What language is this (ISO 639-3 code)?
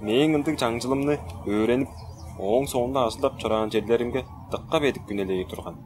tyv